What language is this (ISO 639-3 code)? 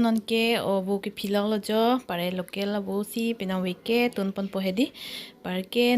mjw